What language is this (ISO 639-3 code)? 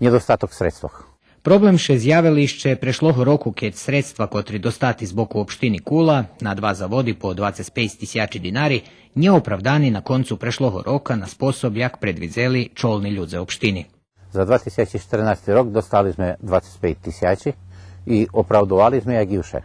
rue